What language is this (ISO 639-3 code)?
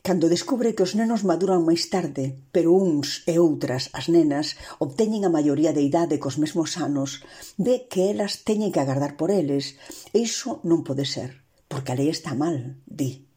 glg